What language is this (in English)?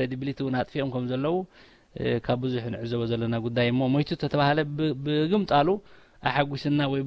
Tigrinya